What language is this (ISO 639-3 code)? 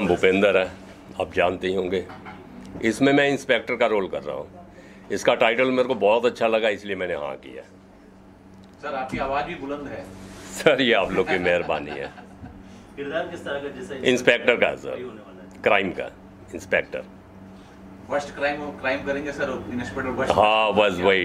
hin